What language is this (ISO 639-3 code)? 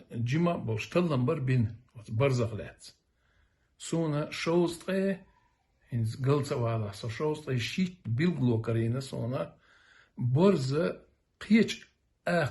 che